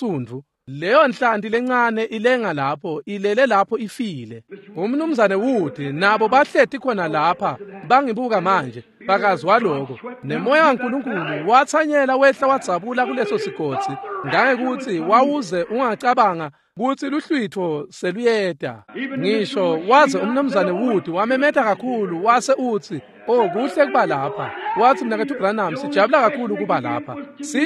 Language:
Swati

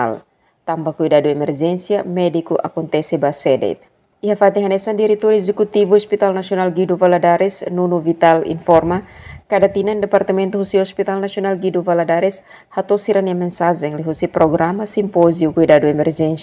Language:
Tetum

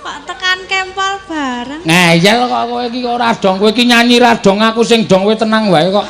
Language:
Javanese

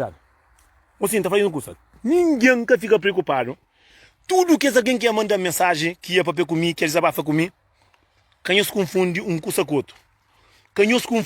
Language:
Kabuverdianu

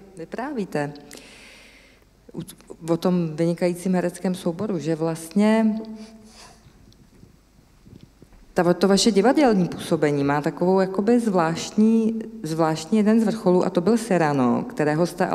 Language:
Czech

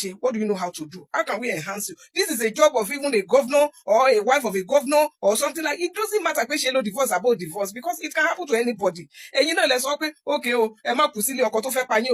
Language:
Yoruba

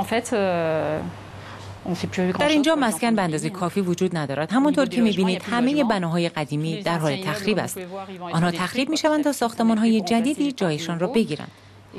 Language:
Persian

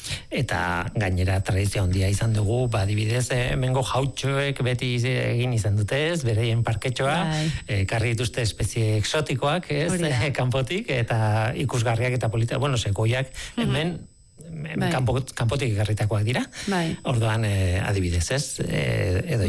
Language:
Basque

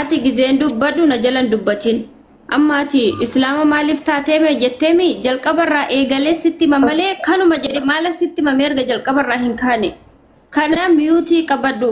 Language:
Oromo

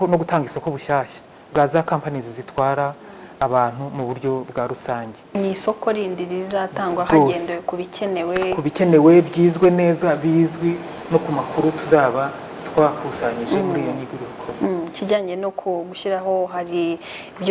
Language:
Kinyarwanda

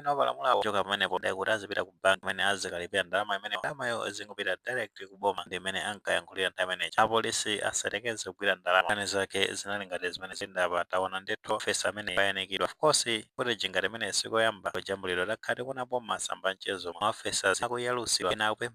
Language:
Nyanja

